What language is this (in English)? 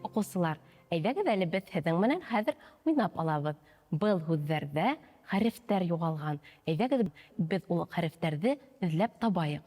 Bashkir